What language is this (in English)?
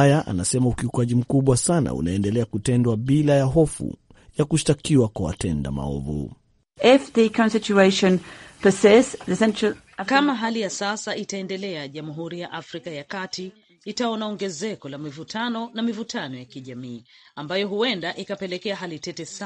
Swahili